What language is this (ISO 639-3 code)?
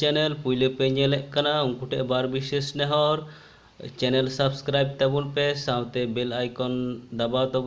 sat